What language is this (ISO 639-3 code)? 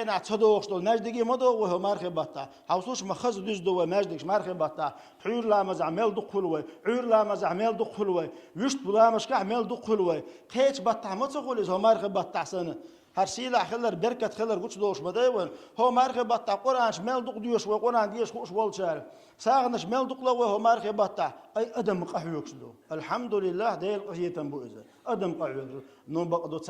che